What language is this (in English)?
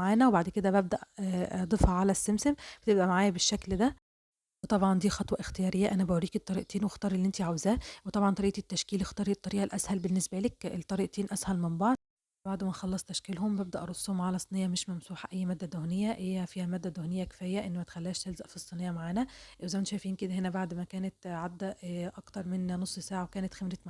Egyptian Arabic